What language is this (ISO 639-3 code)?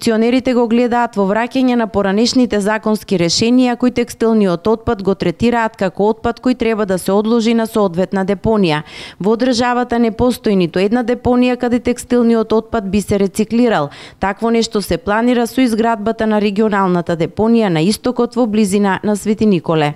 mkd